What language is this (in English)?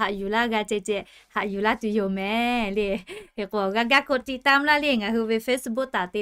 Lahu